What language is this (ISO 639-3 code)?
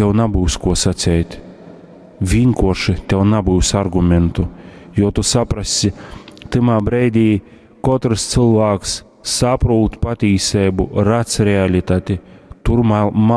ltg